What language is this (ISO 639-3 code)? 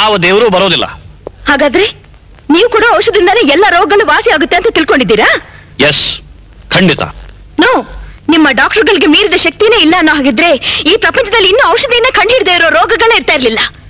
kan